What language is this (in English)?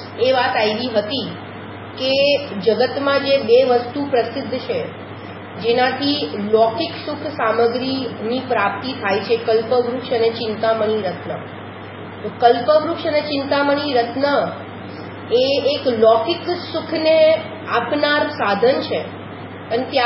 Gujarati